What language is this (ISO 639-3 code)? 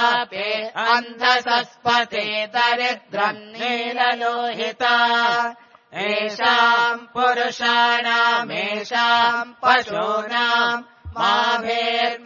san